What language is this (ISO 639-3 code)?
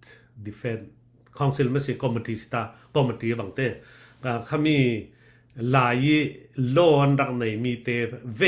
cfm